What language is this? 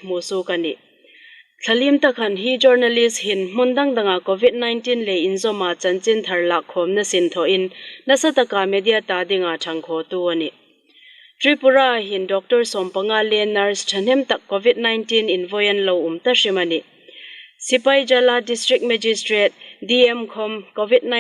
Hmar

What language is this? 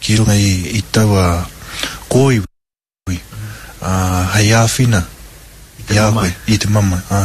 Māori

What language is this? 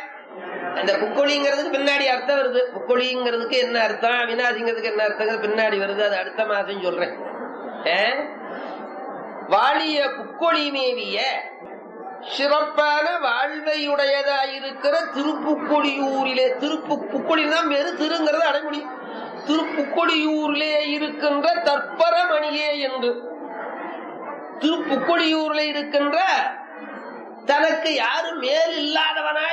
Tamil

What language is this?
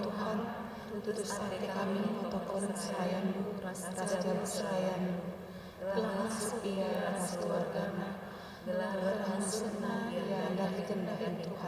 Batak Karo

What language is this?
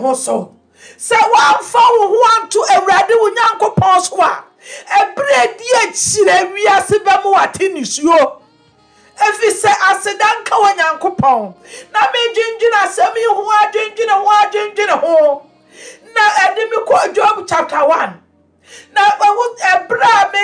Akan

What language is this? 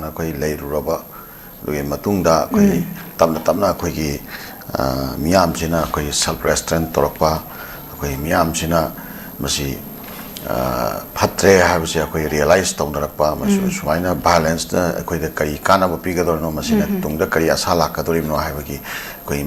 Manipuri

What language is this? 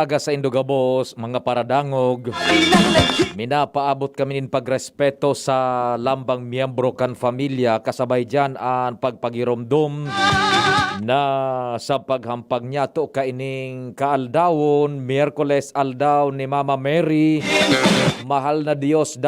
Bikol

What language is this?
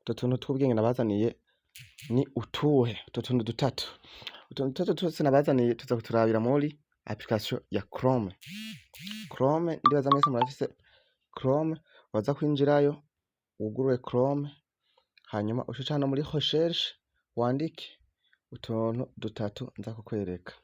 Rundi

